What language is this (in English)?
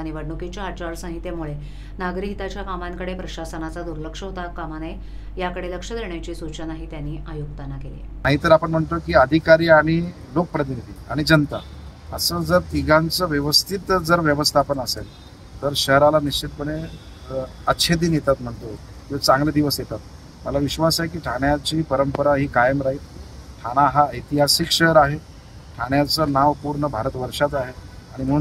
Marathi